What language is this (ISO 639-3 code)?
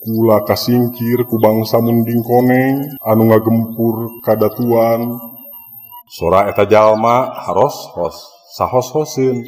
sun